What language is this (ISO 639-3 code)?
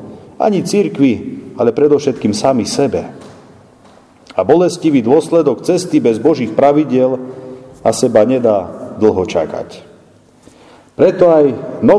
slk